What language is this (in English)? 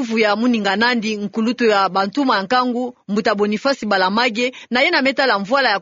Kituba (Democratic Republic of Congo)